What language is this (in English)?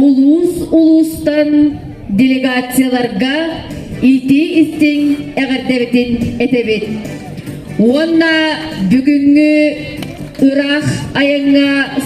Yakut